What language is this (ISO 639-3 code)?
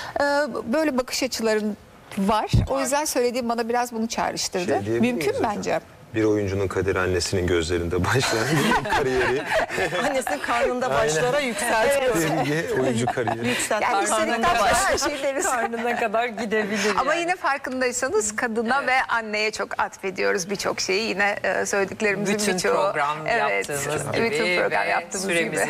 tur